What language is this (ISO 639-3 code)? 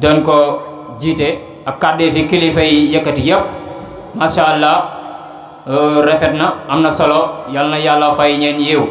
wol